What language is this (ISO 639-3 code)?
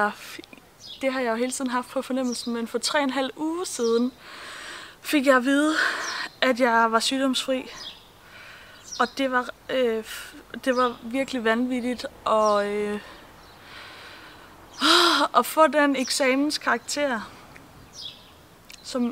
dan